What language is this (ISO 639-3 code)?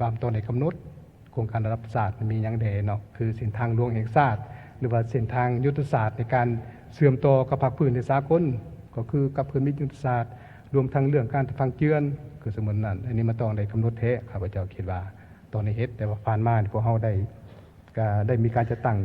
lao